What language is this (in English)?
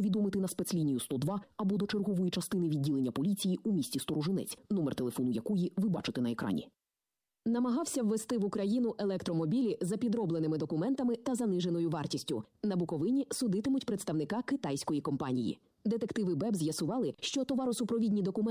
Ukrainian